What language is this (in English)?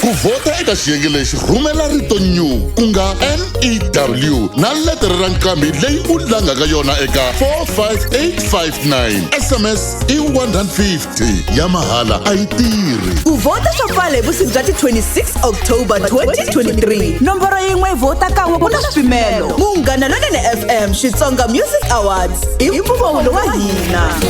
Tsonga